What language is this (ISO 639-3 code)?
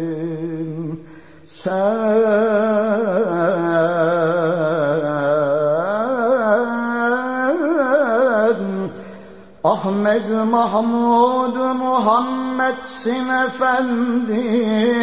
tur